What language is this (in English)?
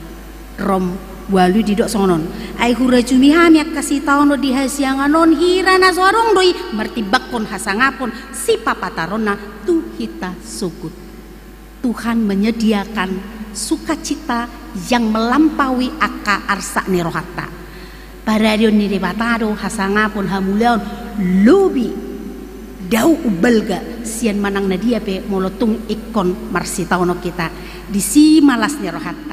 Batak Toba